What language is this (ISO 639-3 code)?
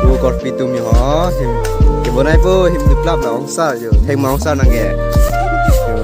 mjw